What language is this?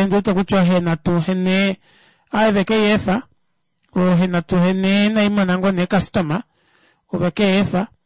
Kuanyama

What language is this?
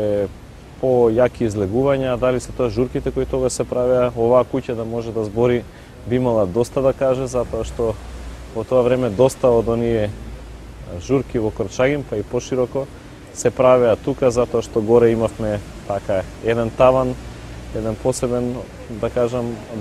Macedonian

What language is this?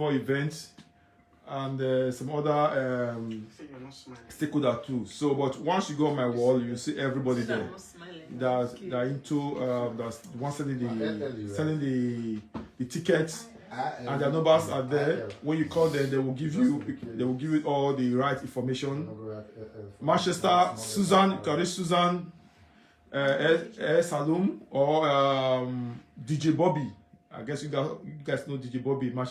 Nigerian Pidgin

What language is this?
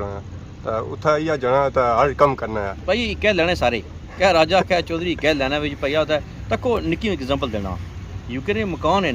Pahari-Potwari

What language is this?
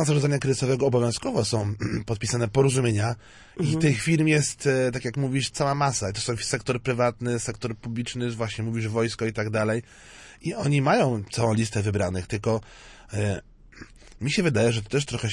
Polish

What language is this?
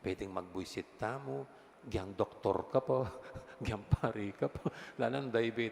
Pampanga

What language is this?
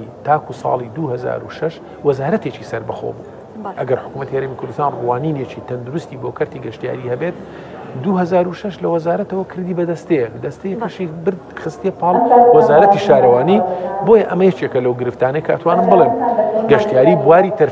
Central Kurdish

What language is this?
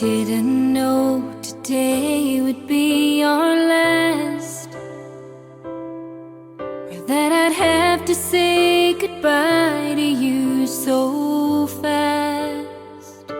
Samoan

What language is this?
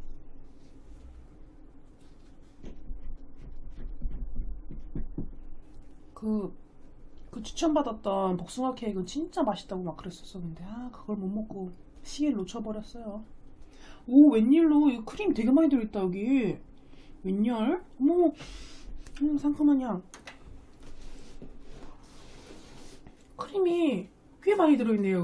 Korean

